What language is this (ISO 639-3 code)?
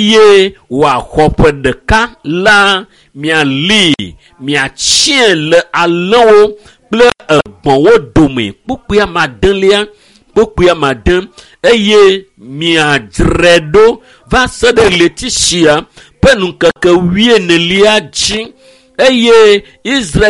ewe